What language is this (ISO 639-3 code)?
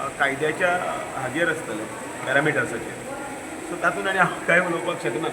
kok